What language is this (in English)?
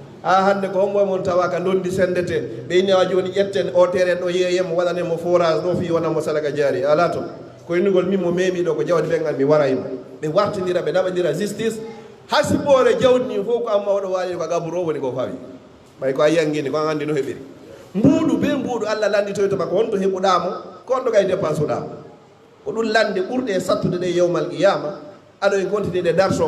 Fula